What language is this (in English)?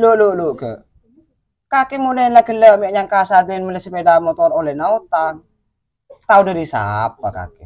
Madurese